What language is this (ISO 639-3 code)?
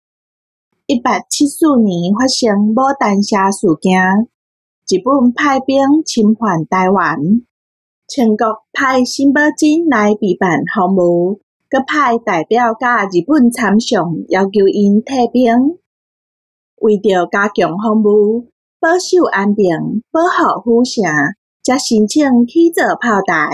nan